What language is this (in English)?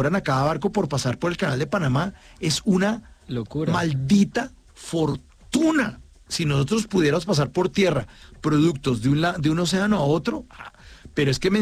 Spanish